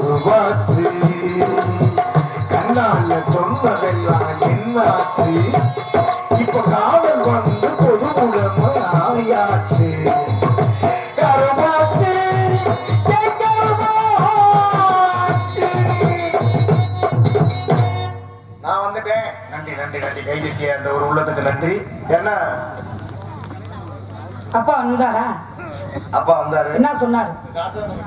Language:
Tamil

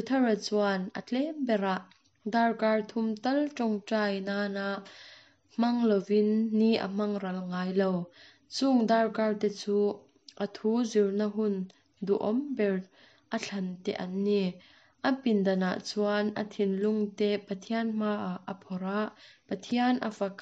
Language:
Mizo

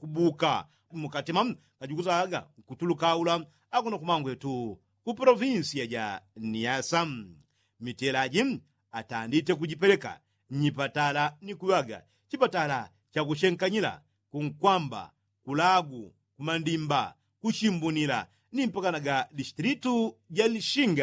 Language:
Yao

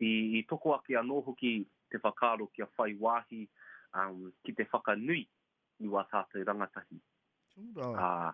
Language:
Māori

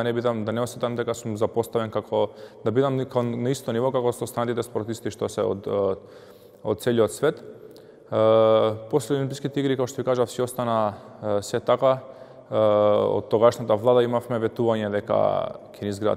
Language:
Macedonian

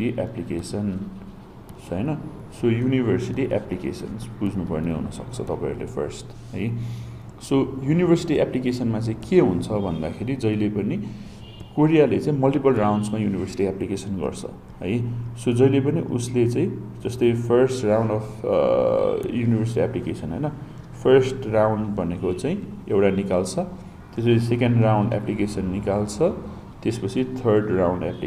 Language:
Nepali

